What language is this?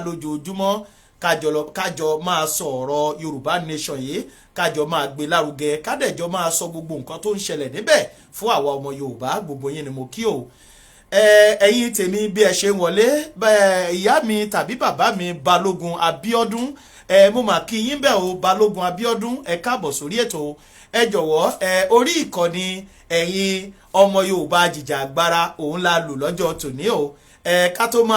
Yoruba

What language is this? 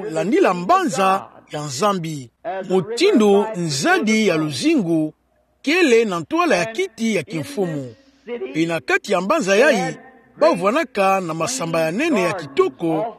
Kituba (Democratic Republic of Congo)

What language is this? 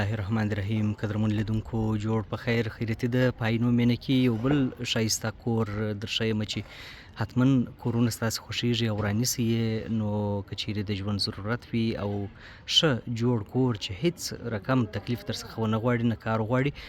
Pashto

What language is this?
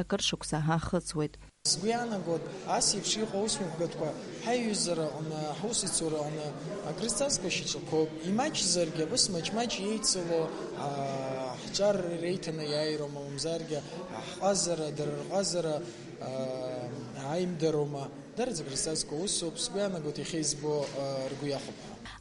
Abkhazian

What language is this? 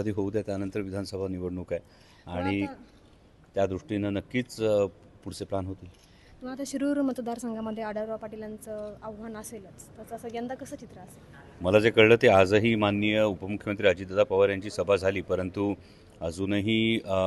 Marathi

